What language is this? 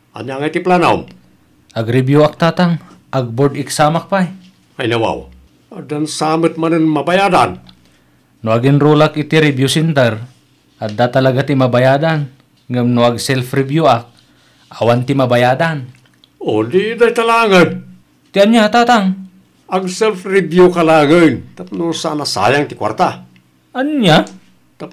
Iloko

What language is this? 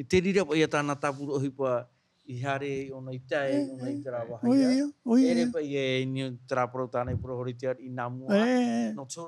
Tahitian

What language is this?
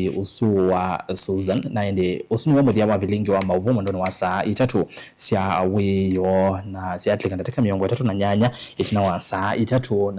Kamba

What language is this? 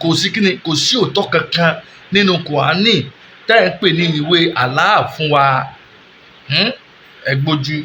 Yoruba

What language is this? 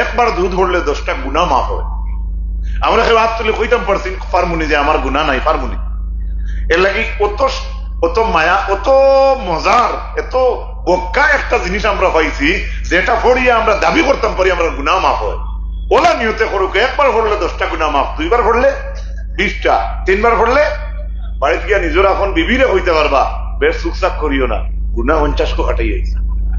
Sylheti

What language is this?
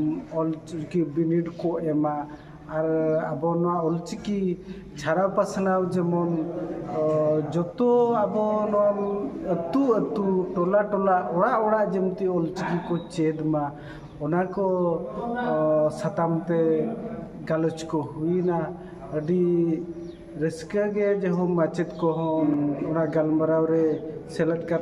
Santali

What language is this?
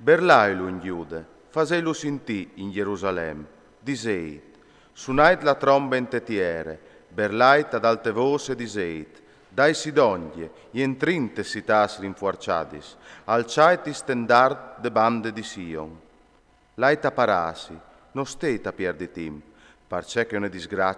Friulian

